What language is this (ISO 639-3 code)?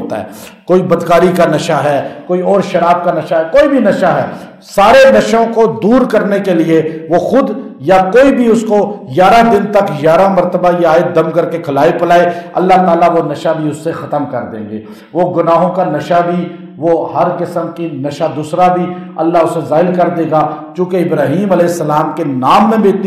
urd